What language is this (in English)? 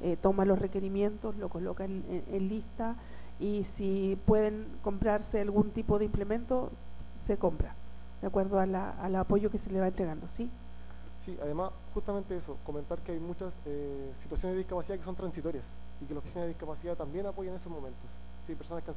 Spanish